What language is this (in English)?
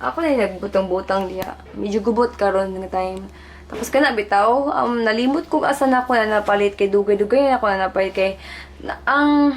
Cebuano